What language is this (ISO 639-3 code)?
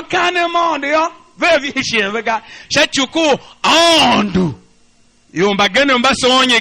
tiv